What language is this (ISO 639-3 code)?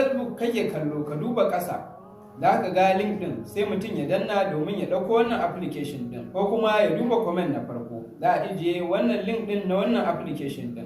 hau